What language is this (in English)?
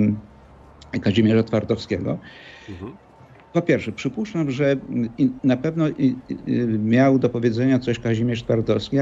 Polish